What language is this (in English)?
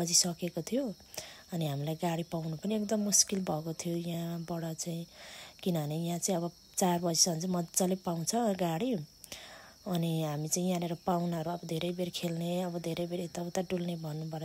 Nepali